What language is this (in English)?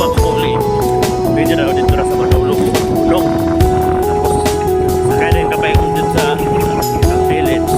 Cebuano